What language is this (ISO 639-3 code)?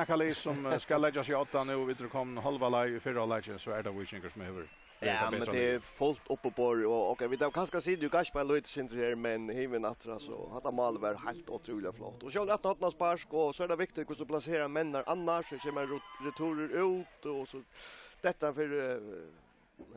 fao